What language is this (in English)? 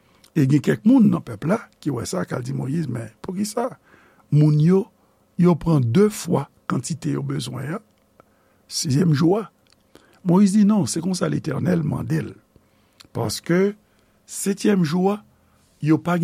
Haitian Creole